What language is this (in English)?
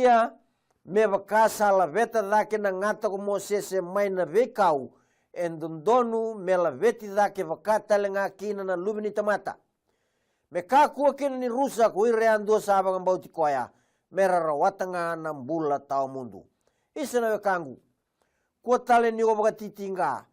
Fijian